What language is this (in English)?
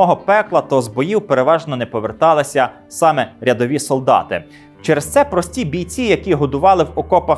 Ukrainian